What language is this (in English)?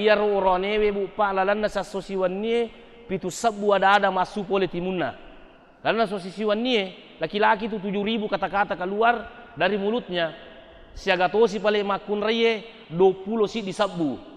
Buginese